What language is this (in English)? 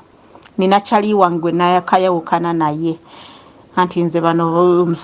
Ganda